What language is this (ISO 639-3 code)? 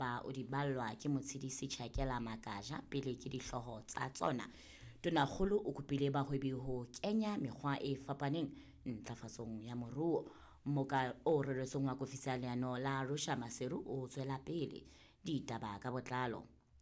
sot